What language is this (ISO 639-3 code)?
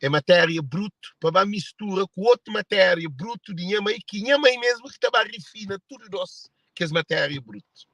kea